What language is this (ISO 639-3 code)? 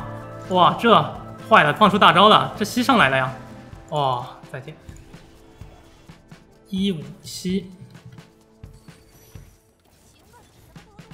zho